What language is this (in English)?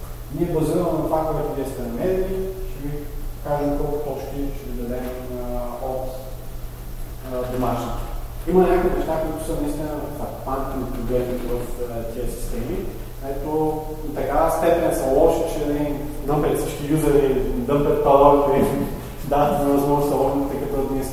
Bulgarian